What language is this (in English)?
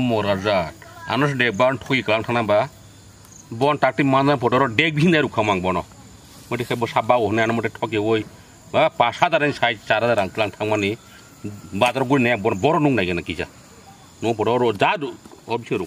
Kok Borok